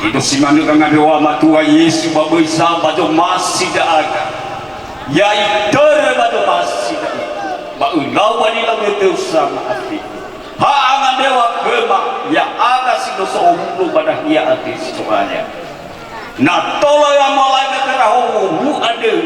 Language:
Nias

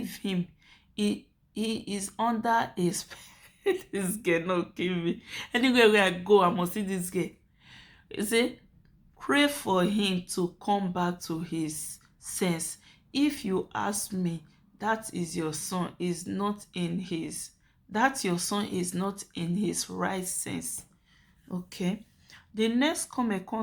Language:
Nigerian Pidgin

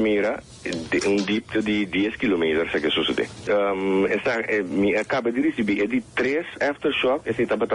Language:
Papiamento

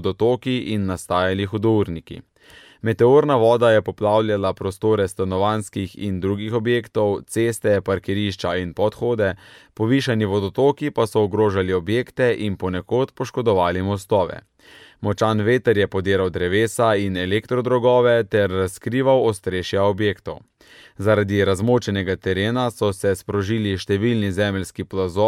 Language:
Slovenian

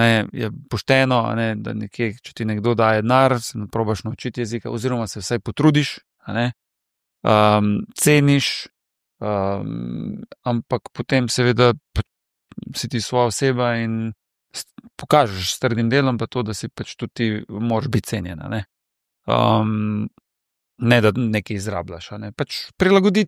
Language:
Slovenian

